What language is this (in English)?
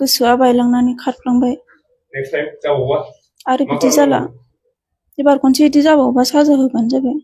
Bodo